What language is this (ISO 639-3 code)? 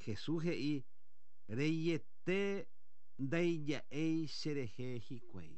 grn